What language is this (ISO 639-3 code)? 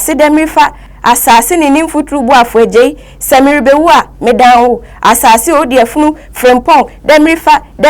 aka